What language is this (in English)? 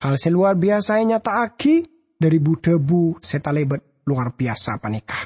Madurese